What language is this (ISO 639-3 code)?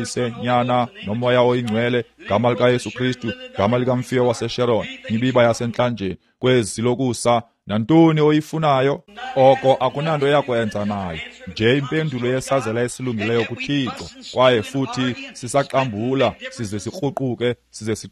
xho